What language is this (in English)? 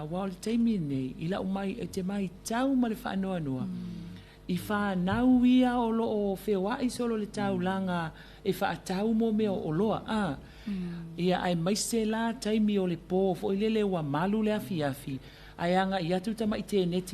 Samoan